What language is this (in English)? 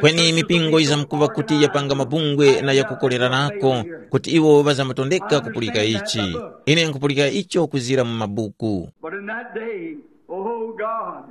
Tumbuka